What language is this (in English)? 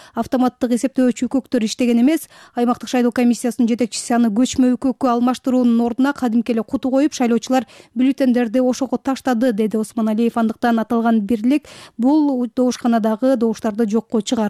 Kyrgyz